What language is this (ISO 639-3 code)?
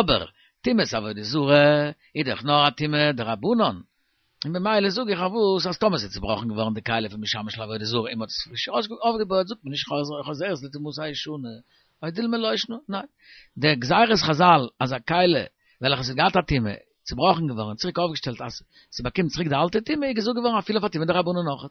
yid